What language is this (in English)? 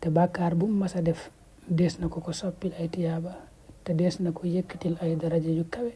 Wolof